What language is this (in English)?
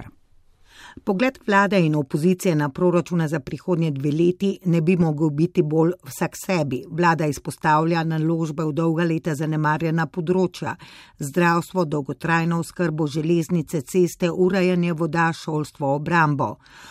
Slovenian